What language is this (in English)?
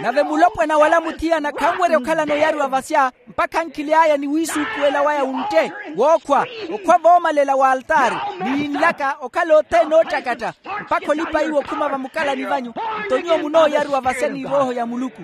Makhuwa